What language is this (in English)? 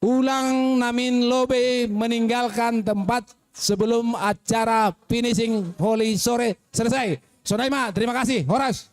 Batak Simalungun